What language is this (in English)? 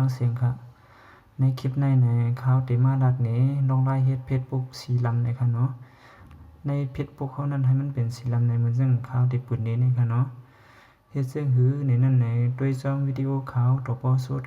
Shan